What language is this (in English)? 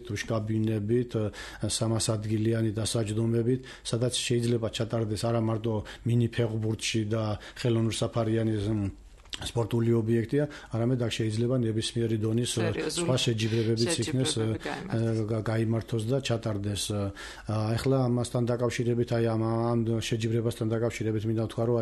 Georgian